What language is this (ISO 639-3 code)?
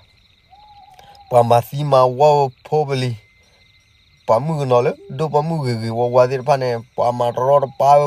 ksw